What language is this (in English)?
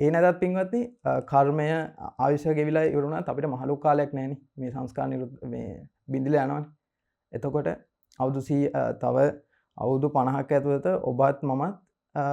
Sinhala